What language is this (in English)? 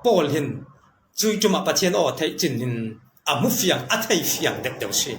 Falam Chin